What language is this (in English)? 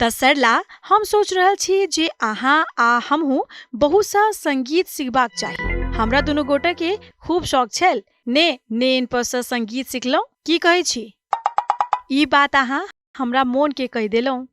Maithili